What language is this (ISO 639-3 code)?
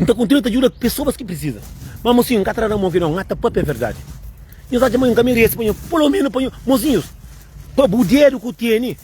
kea